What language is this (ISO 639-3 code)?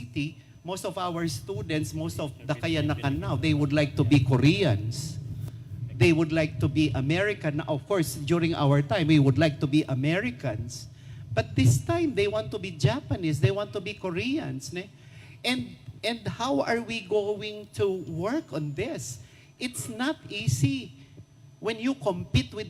pam